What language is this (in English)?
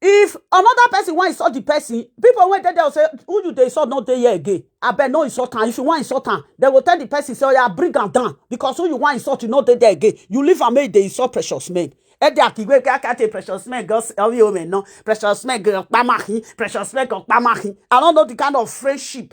Nigerian Pidgin